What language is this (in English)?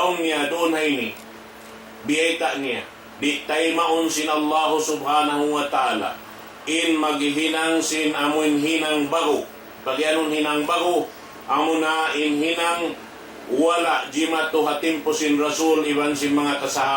Tausug